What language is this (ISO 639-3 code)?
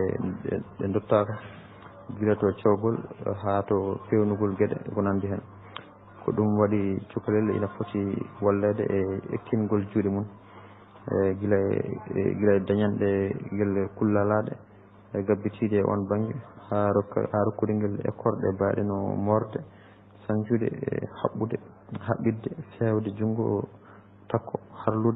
ful